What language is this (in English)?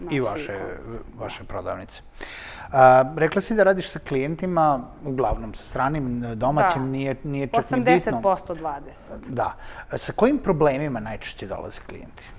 Serbian